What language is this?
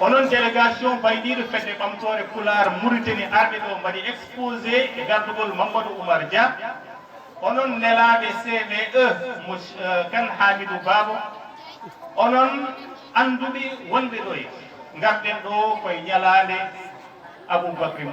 Fula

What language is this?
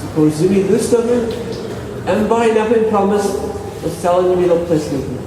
Tok Pisin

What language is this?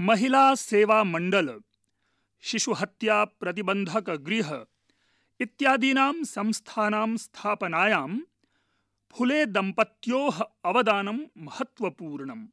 Sanskrit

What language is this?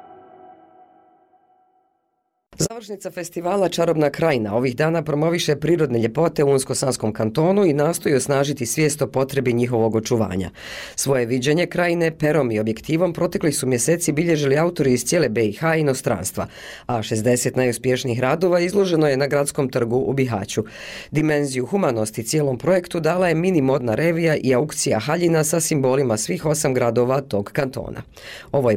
Bosnian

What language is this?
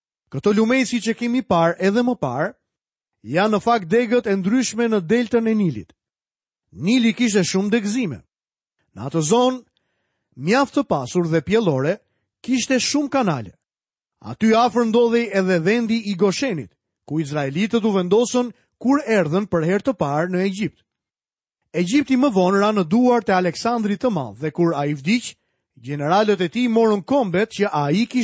Albanian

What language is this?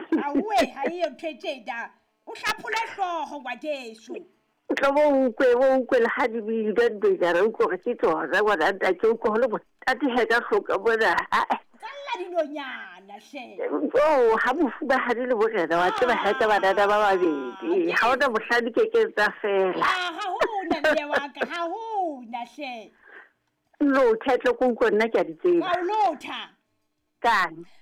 Southern Sotho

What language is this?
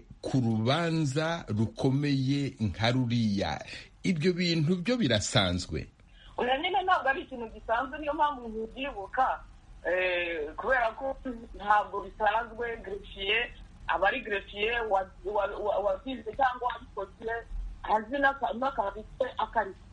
Kinyarwanda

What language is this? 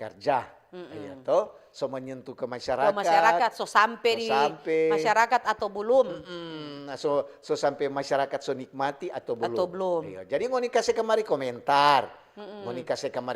Manado Malay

